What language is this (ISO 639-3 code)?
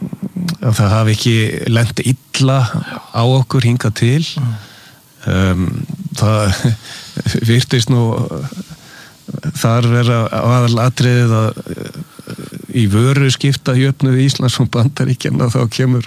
isl